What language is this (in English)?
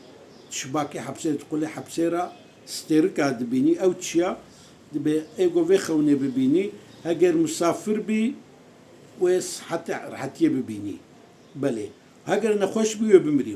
Kurdish